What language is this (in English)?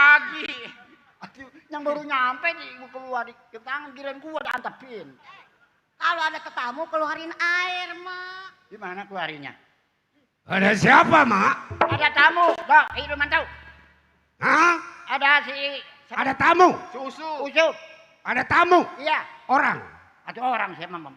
Betawi